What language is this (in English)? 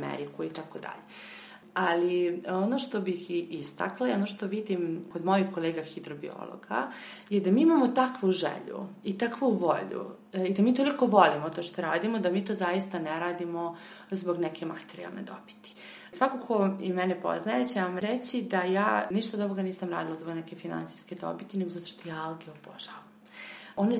Serbian